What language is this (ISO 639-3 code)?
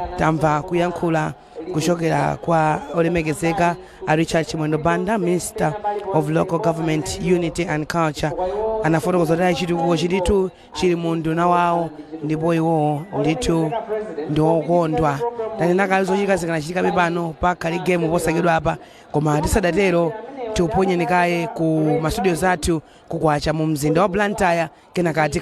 nya